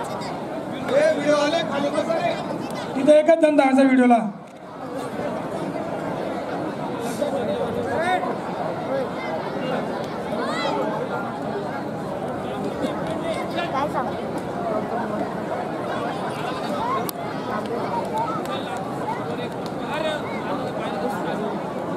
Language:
Marathi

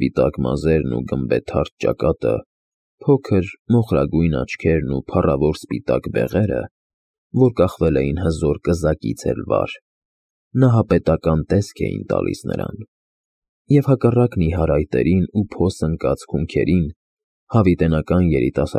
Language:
Armenian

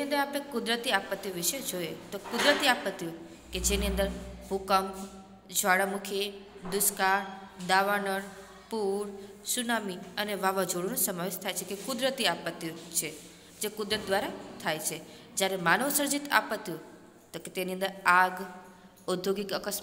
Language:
Gujarati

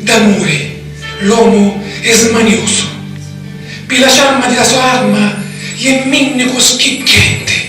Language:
Sicilian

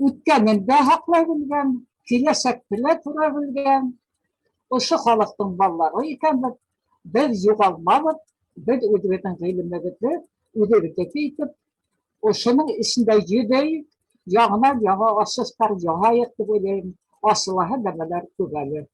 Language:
Bashkir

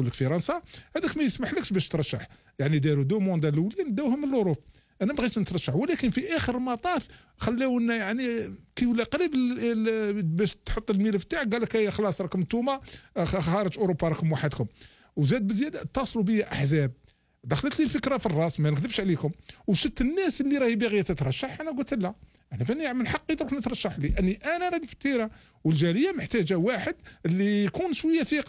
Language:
Algerian Arabic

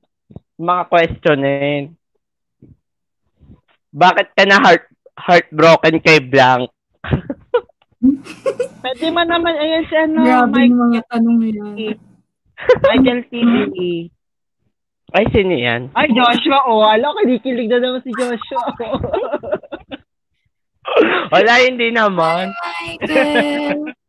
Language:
Filipino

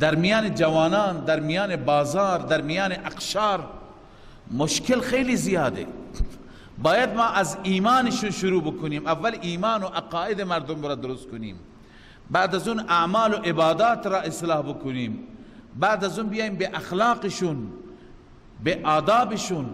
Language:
Persian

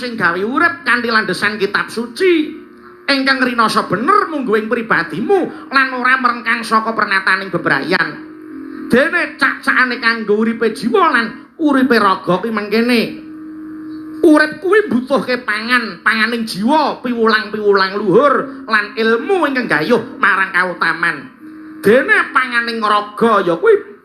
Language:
Javanese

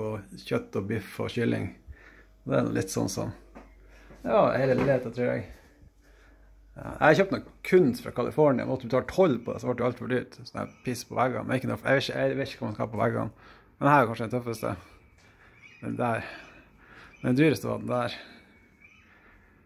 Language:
Norwegian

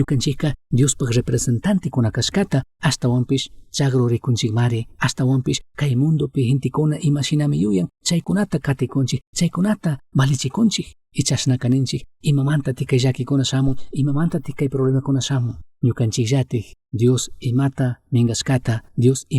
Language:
Chimborazo Highland Quichua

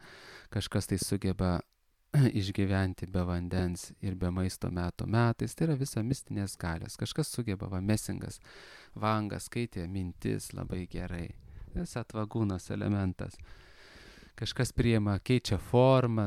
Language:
Lithuanian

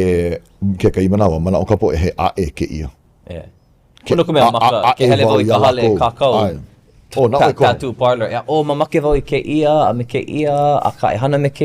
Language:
Hawaiian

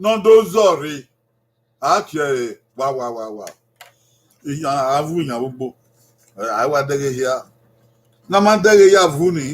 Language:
Bini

